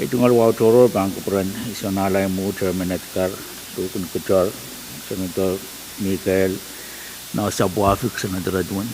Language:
Pohnpeian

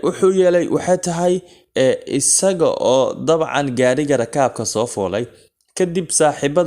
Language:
Somali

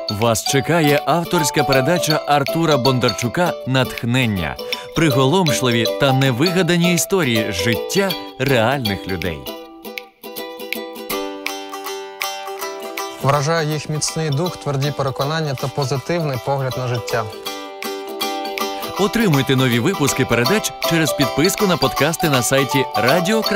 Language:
Ukrainian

